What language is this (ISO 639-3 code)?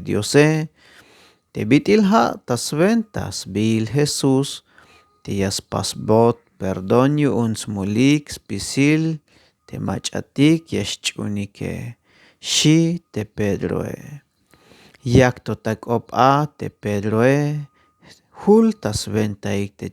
tzh